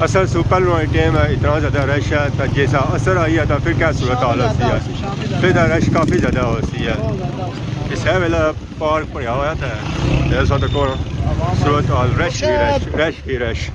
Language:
Pahari-Potwari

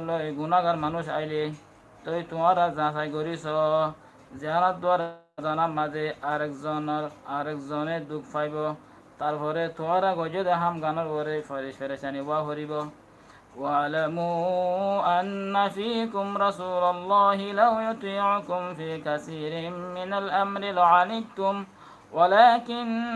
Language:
Rohingya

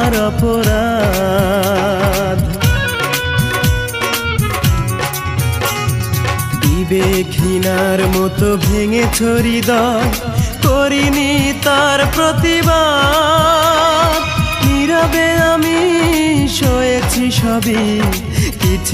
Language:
Bangla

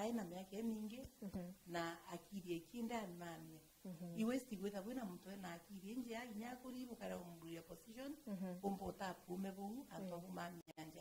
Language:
Meru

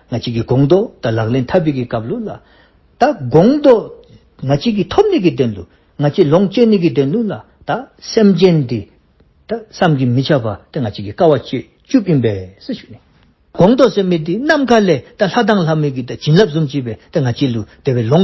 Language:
Dzongkha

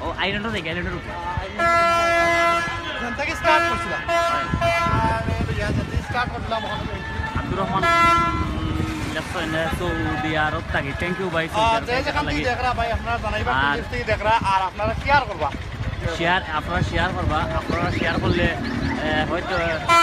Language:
Sylheti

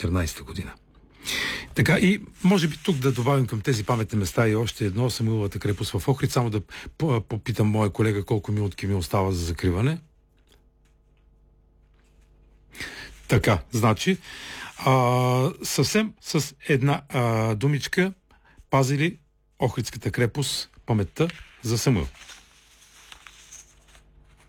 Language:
Bulgarian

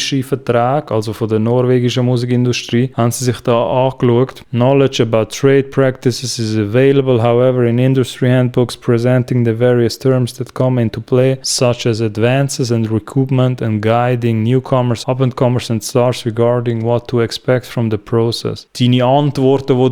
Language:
Swiss German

